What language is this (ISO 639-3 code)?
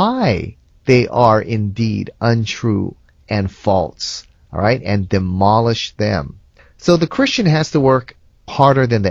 eng